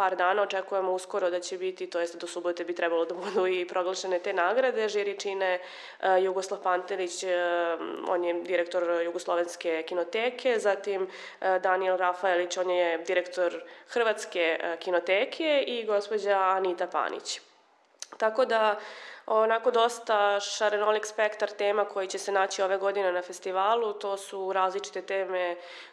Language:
Serbian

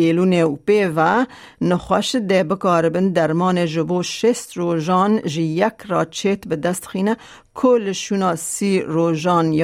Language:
Kurdish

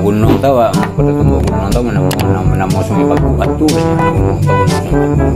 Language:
Minangkabau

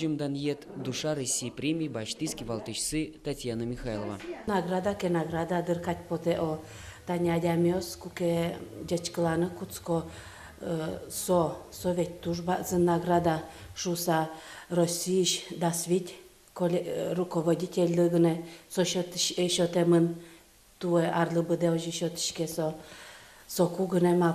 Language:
Udmurt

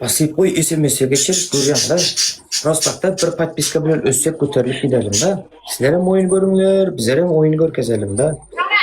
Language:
Turkmen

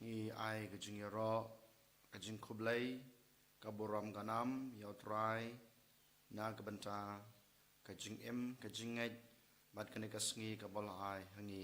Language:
Khasi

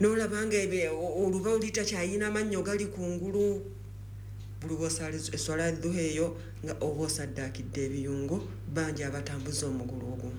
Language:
Ganda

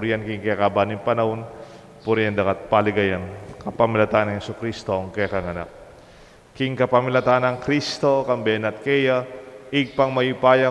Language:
Pampanga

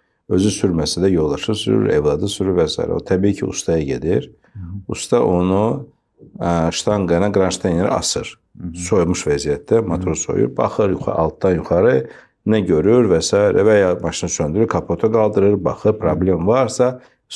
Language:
Azerbaijani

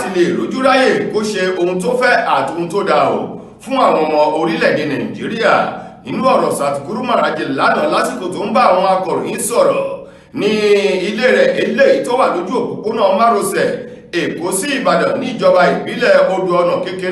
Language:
Yoruba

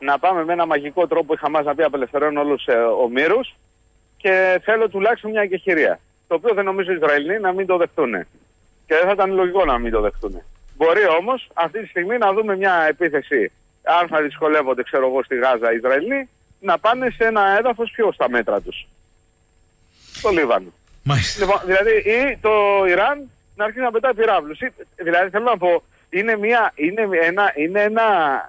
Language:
Greek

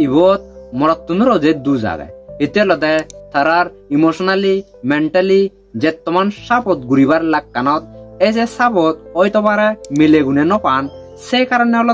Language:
Chakma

